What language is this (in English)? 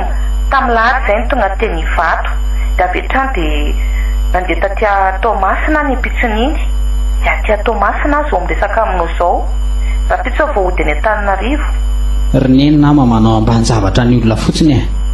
Malagasy